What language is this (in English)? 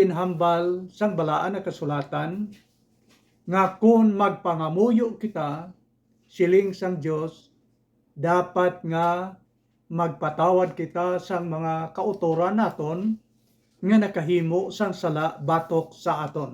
Hiligaynon